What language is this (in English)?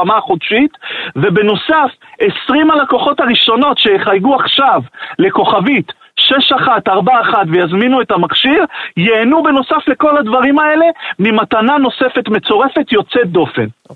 Hebrew